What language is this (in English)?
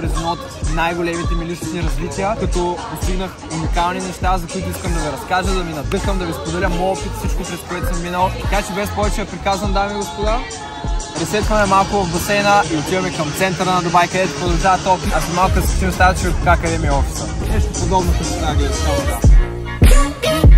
Bulgarian